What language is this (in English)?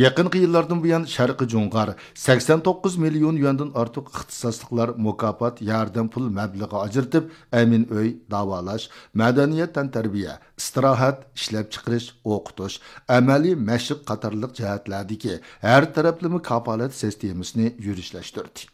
Uyghur